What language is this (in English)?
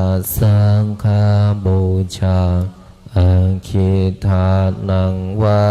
Pali